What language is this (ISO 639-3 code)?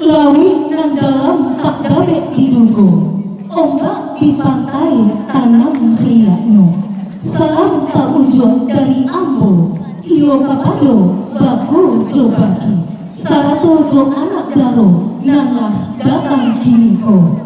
min